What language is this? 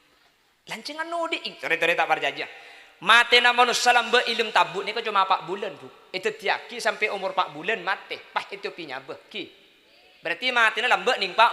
Madurese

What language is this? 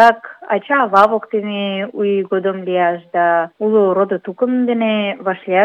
Mari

